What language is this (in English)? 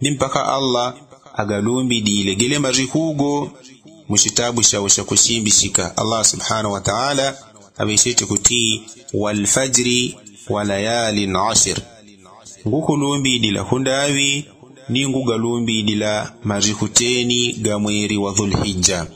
Yao